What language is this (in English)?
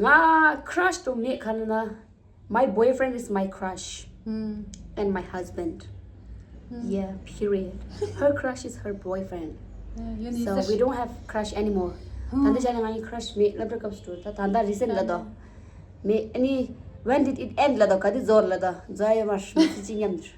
Tibetan